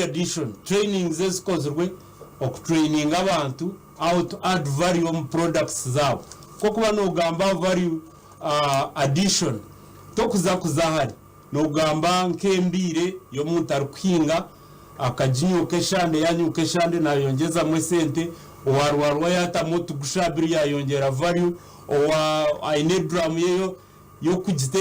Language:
Nyankole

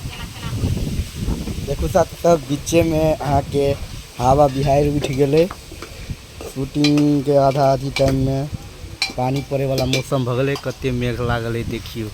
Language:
Maithili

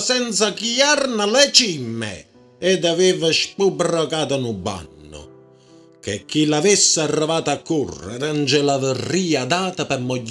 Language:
Neapolitan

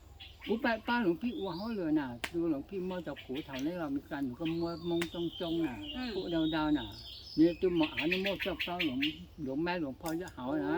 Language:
Hmong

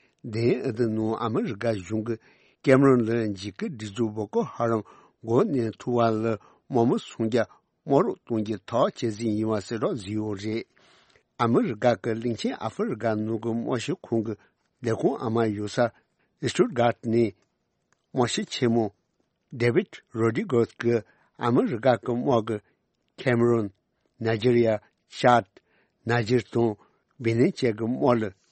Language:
Tibetan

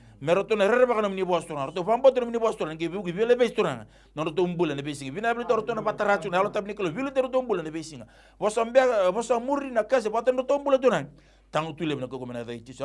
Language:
Fijian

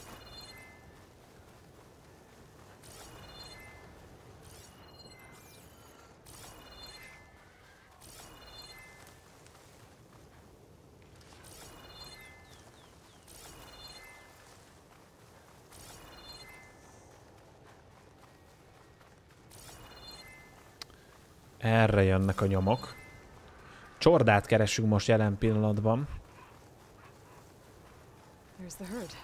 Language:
Hungarian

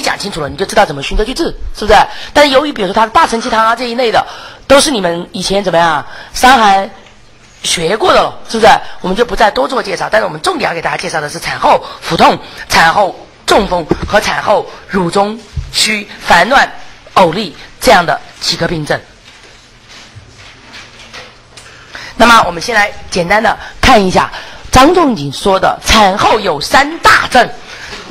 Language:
Chinese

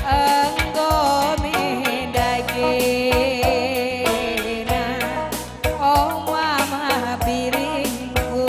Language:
Batak Karo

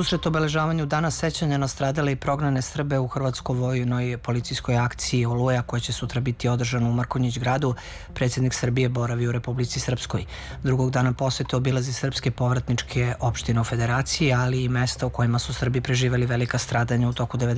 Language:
Serbian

